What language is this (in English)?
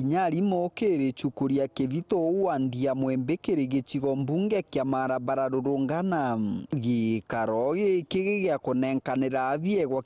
Meru